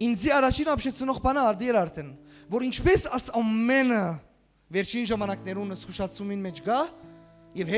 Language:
Western Armenian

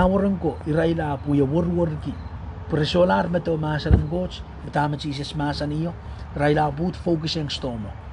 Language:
Pohnpeian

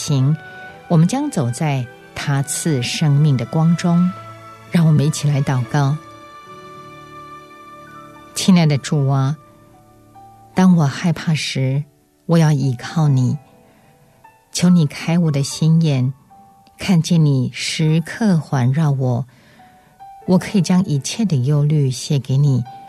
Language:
Chinese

